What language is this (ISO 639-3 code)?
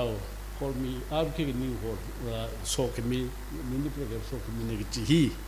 nmf